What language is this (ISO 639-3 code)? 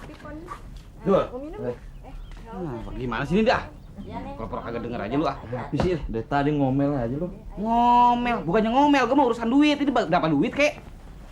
bew